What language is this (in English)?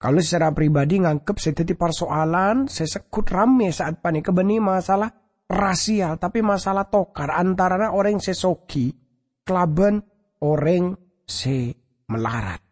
Madurese